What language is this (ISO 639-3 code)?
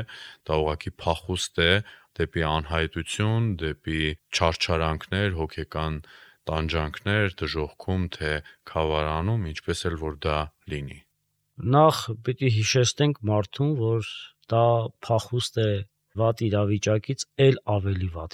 hye